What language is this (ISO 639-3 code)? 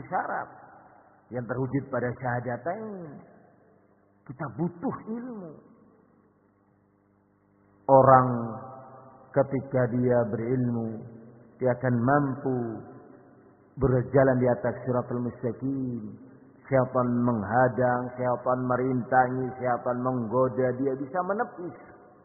ind